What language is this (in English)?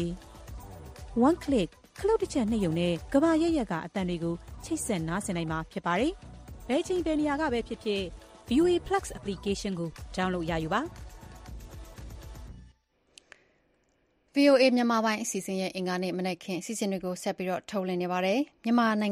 Burmese